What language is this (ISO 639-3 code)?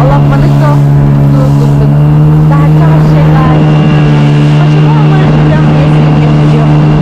sah